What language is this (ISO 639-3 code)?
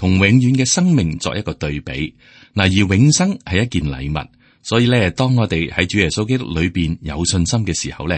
yue